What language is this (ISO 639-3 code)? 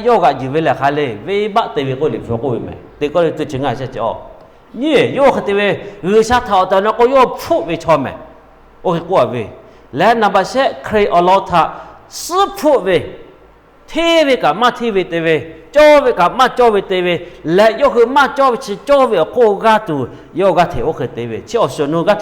lhu